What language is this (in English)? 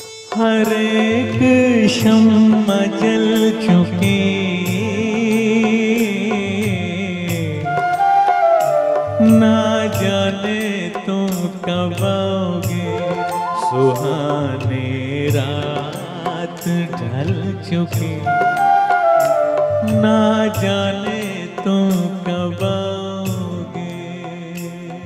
Hindi